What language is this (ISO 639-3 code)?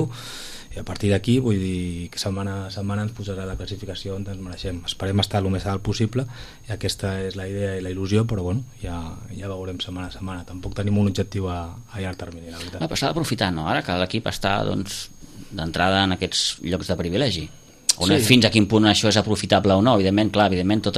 cat